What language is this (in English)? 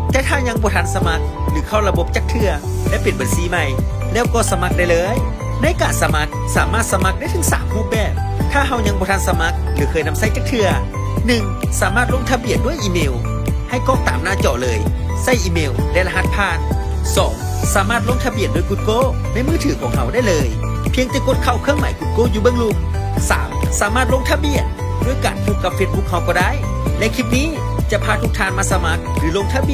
Lao